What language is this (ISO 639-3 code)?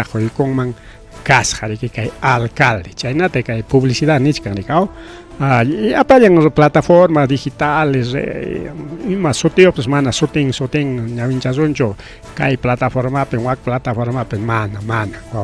quy